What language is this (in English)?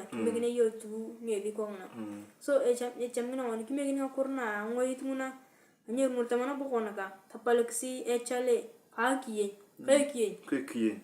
Turkana